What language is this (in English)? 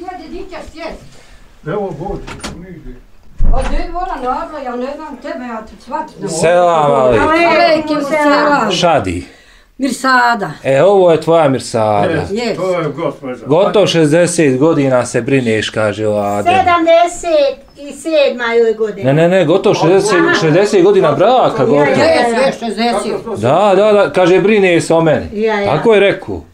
Bosnian